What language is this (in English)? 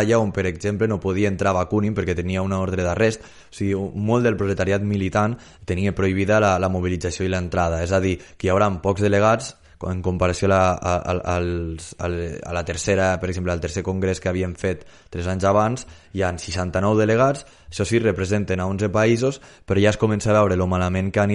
Catalan